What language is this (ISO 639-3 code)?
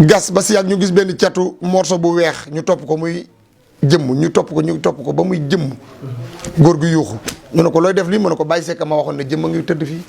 wol